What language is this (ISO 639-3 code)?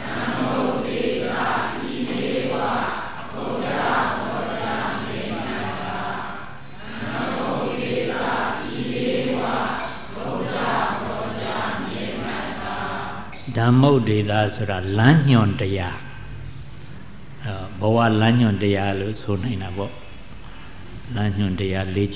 mya